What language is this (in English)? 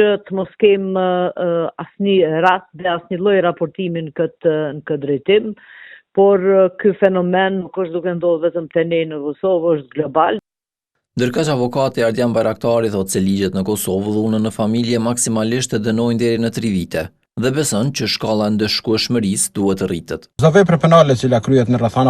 Albanian